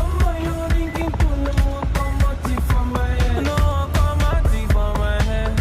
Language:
Nigerian Pidgin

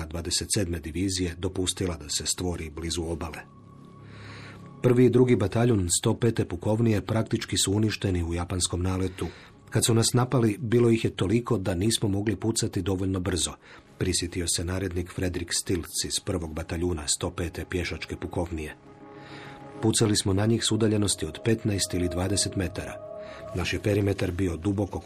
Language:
Croatian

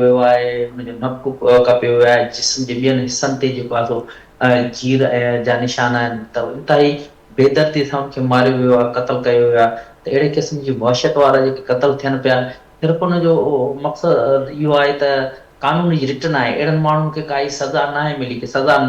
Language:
Sindhi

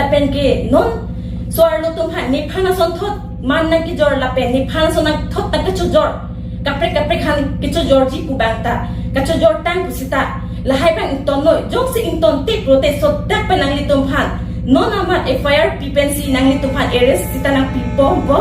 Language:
Karbi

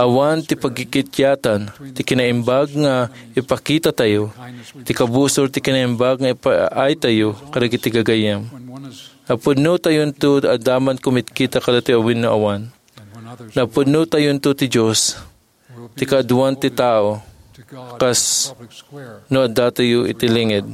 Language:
Iloko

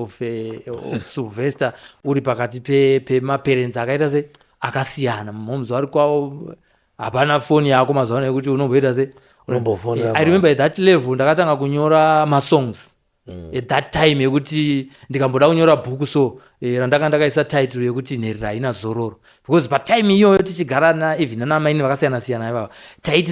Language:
Shona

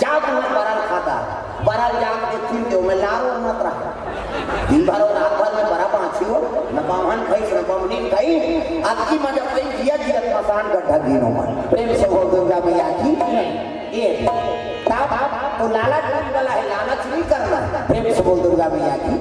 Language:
Chhattisgarhi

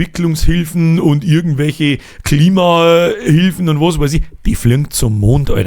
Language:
Bavarian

